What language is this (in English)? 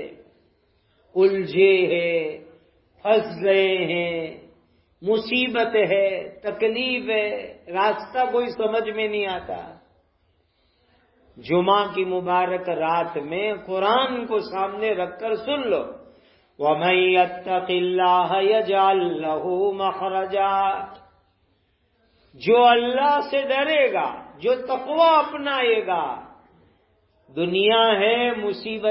Urdu